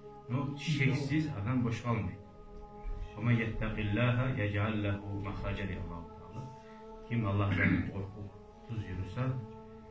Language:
Kumyk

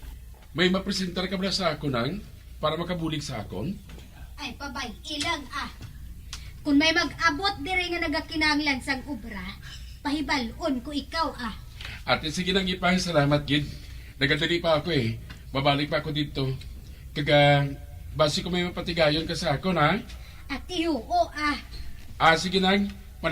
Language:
Hiligaynon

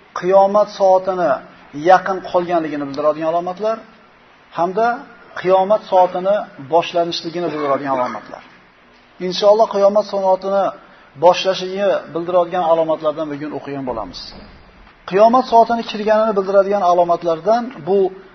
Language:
Uzbek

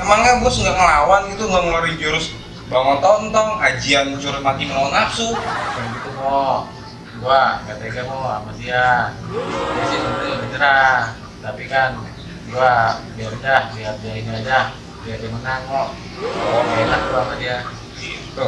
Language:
Betawi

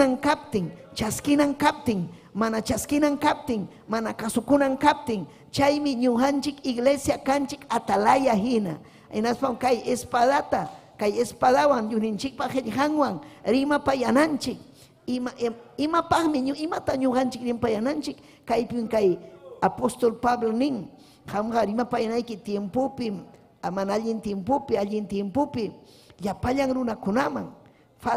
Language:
Ayacucho Quechua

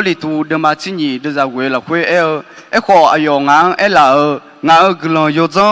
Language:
Akha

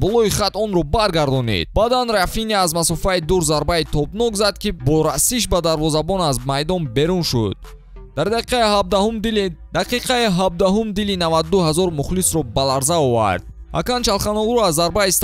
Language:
Tajik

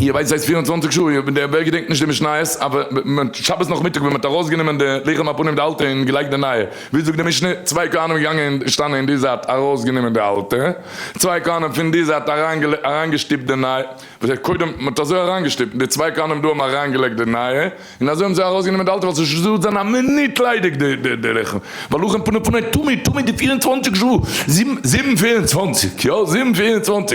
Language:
Yiddish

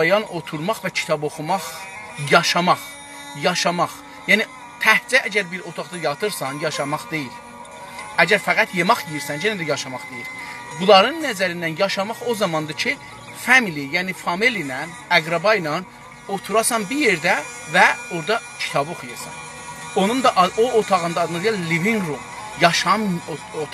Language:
South Azerbaijani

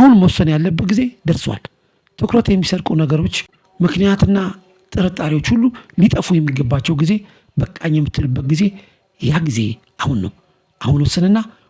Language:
Amharic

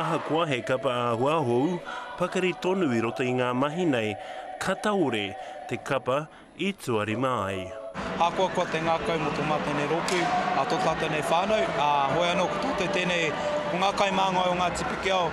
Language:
Māori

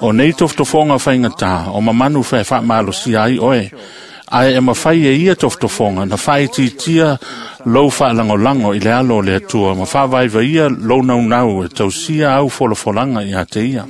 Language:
Samoan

